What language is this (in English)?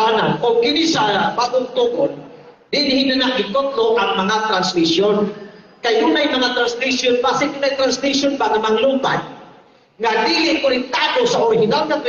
Cebuano